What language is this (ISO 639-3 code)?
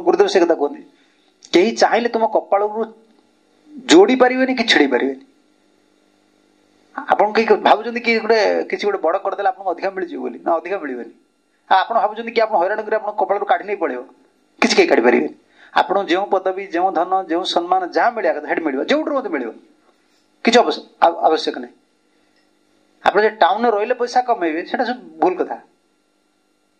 ori